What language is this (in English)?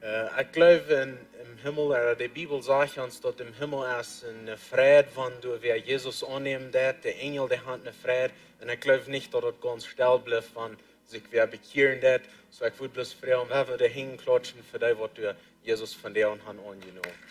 Plautdietsch